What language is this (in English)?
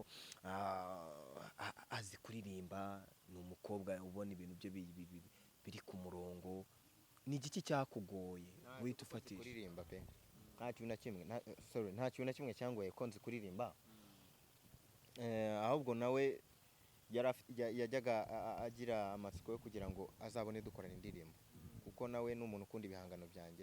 Kinyarwanda